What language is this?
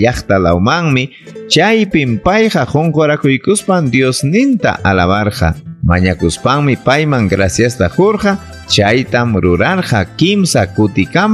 Ayacucho Quechua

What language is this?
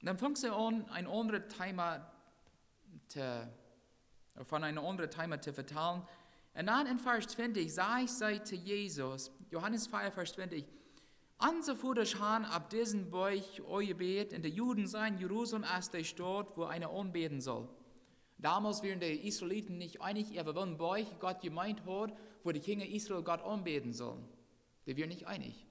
Plautdietsch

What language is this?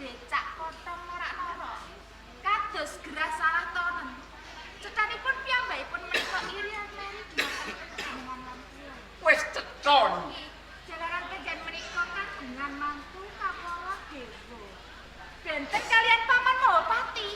Javanese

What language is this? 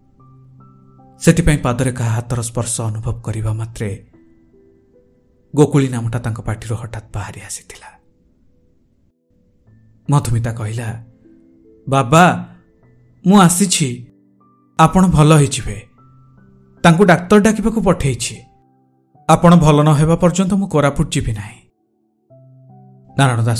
Odia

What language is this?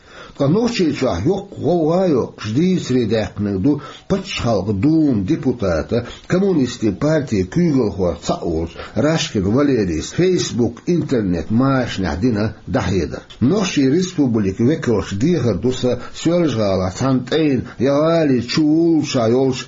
Chechen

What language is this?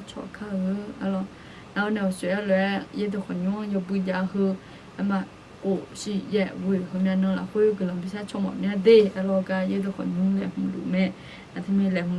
Akha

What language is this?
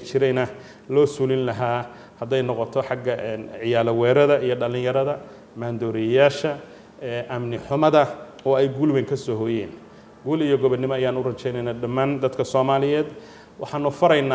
Somali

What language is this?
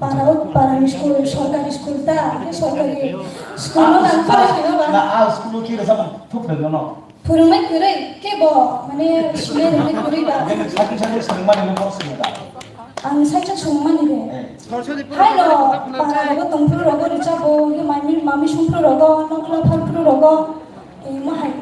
Kok Borok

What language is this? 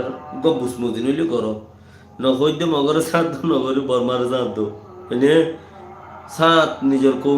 Rohingya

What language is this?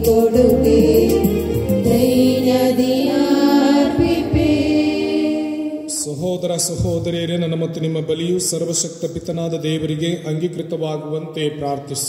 Kannada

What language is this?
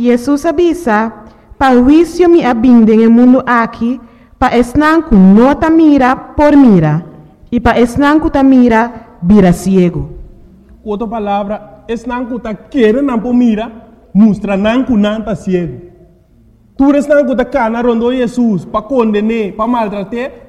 Papiamento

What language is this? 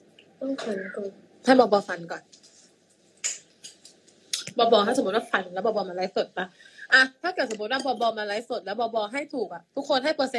Thai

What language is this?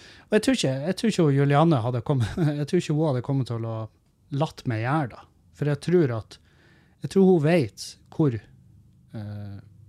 Norwegian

